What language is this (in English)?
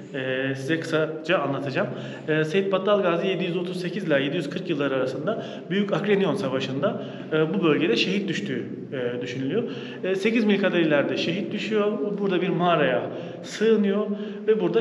Turkish